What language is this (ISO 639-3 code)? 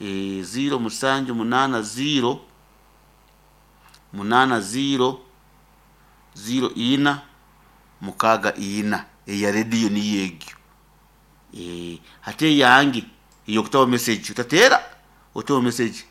nyo